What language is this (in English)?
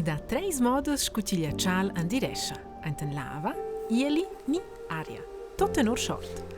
Romansh